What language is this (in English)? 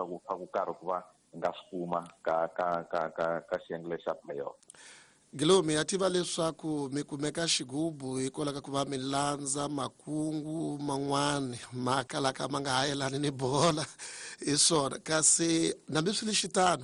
Tsonga